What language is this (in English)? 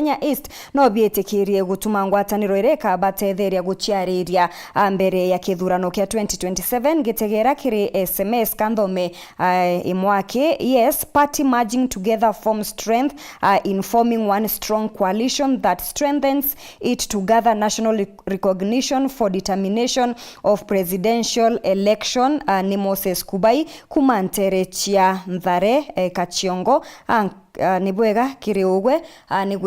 Meru